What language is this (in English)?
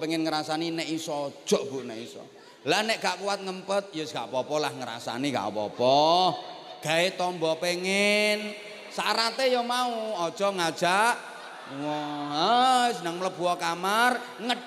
Javanese